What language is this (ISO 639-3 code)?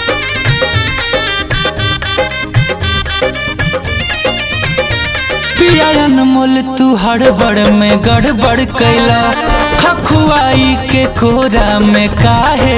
bho